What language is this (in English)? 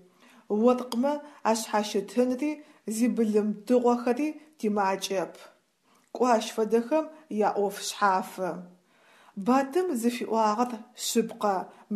Adyghe